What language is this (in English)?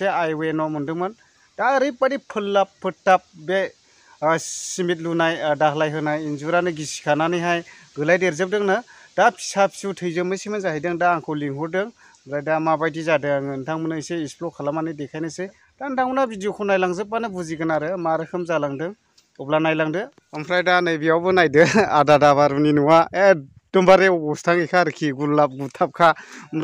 Bodo